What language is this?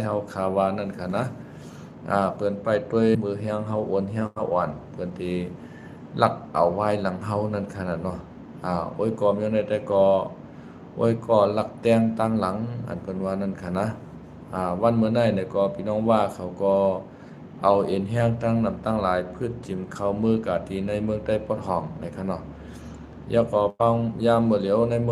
Shan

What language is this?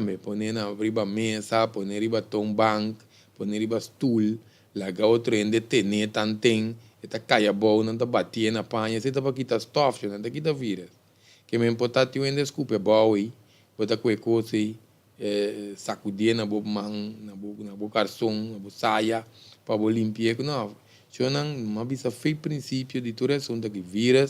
Papiamento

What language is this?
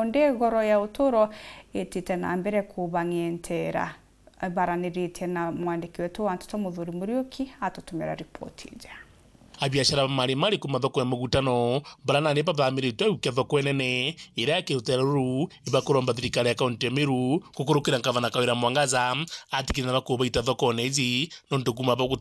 Meru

